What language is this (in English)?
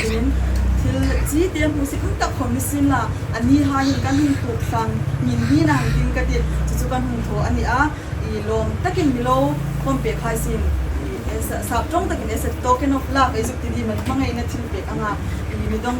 Hmar